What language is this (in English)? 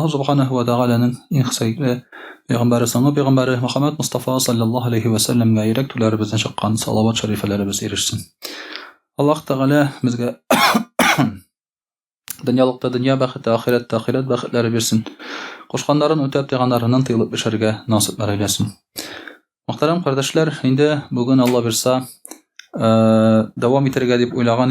Tatar